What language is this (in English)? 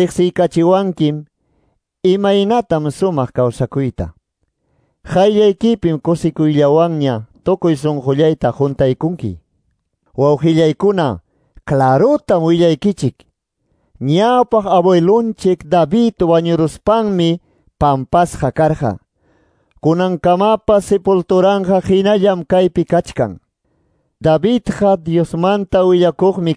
Quechua